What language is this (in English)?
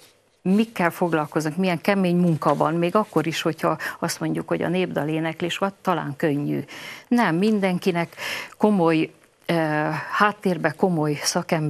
Hungarian